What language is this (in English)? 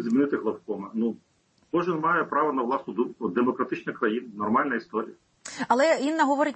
Ukrainian